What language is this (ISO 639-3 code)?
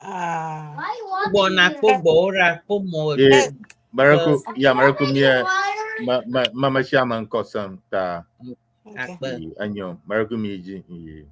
ewe